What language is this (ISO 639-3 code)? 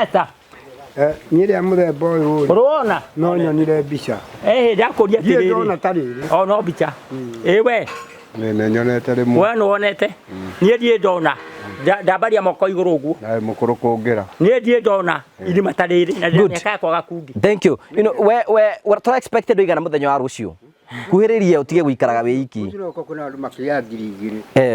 kik